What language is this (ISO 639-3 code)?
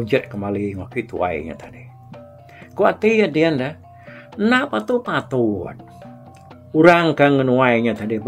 iba